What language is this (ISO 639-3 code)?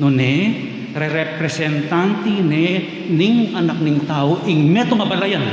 pam